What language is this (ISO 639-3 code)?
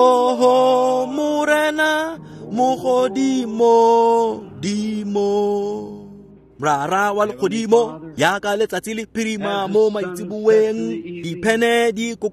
tsn